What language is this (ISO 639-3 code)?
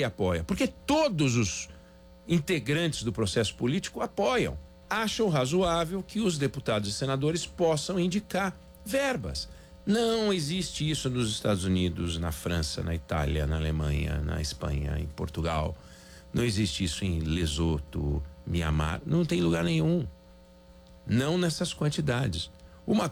por